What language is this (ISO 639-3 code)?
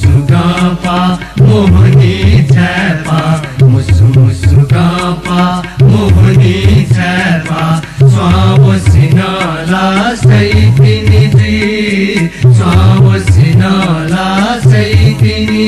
new